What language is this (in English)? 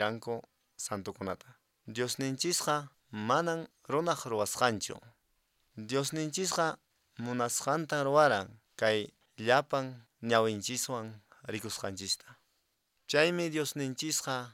Quechua